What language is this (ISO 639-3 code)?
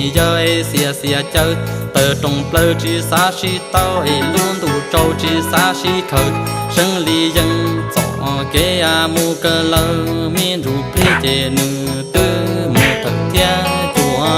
hmn